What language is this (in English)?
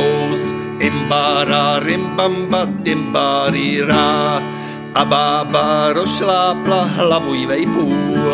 Czech